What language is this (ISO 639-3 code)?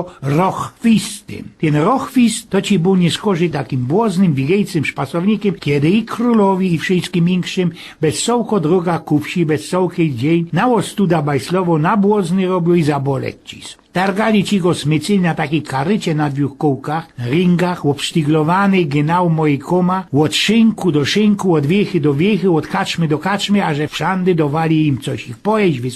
szl